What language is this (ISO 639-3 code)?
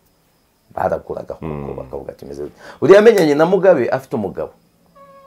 kin